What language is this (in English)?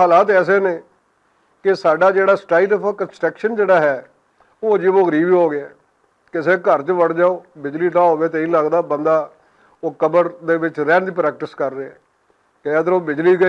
Western Panjabi